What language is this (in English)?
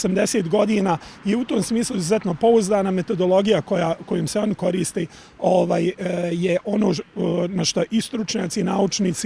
Bosnian